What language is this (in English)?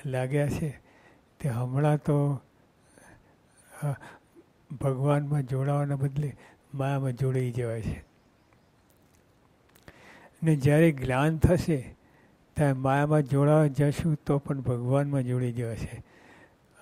Gujarati